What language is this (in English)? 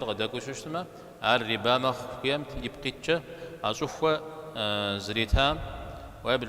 Kabardian